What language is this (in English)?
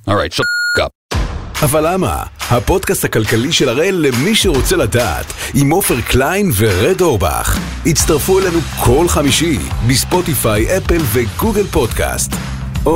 Hebrew